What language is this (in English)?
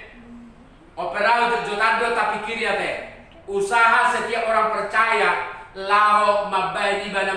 Batak Toba